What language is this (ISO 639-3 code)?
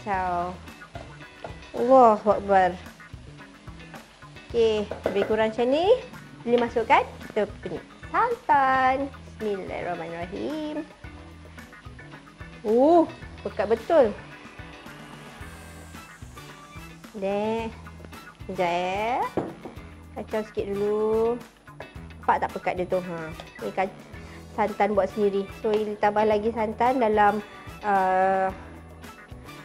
msa